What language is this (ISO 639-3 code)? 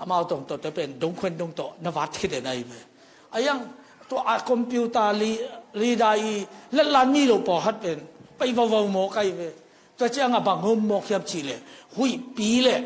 ctd